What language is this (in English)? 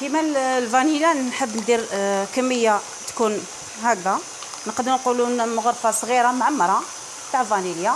Algerian Arabic